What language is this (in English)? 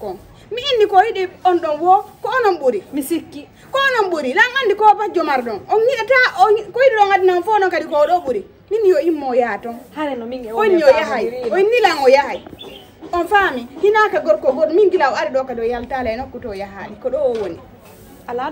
Fula